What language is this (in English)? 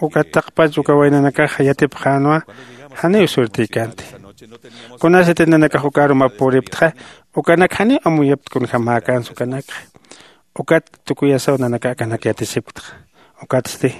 Aymara